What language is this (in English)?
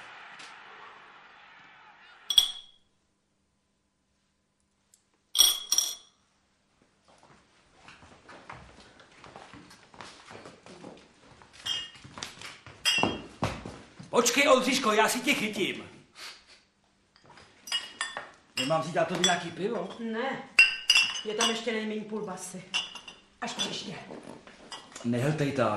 Czech